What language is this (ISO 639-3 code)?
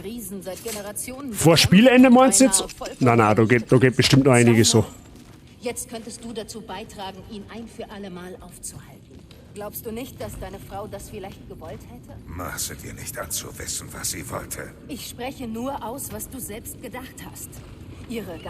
bar